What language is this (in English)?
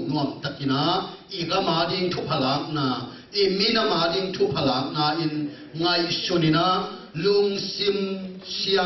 Tedim Chin